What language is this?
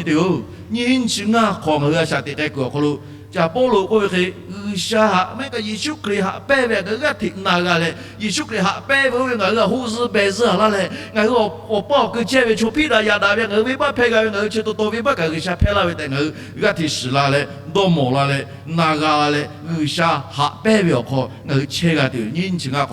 Lahu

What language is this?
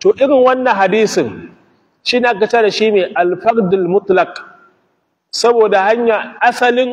Hausa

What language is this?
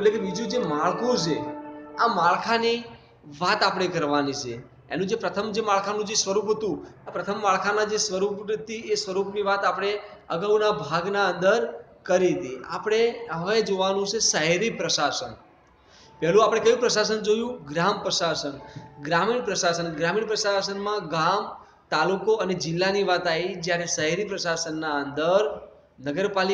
Gujarati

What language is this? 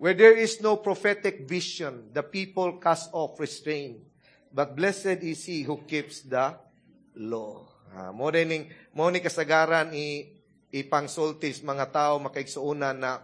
Cebuano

